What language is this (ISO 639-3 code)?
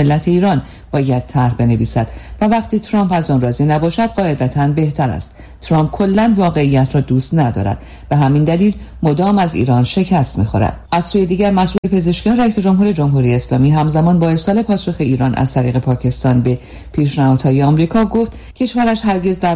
fas